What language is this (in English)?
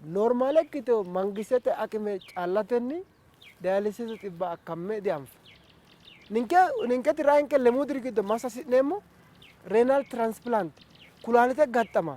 Sidamo